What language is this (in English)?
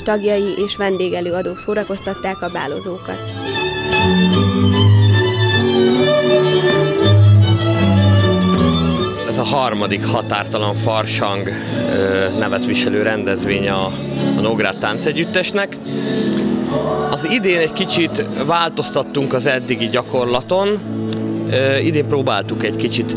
Hungarian